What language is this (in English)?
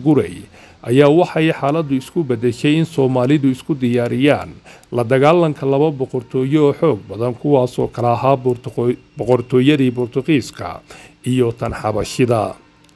Somali